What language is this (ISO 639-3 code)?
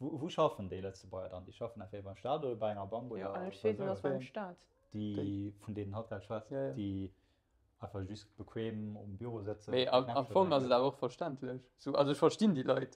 ltz